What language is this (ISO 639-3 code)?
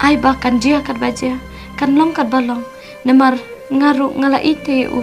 kha